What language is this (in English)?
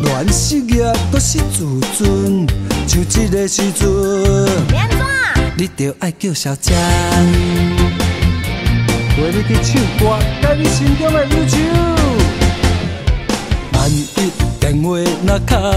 Min Nan Chinese